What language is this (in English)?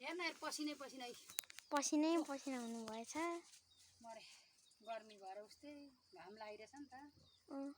Nepali